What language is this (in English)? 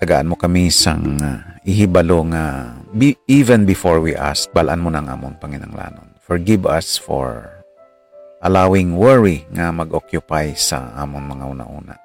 Hiligaynon